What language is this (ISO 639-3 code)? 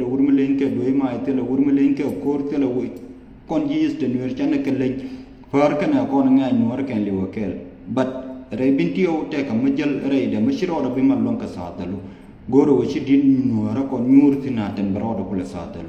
nus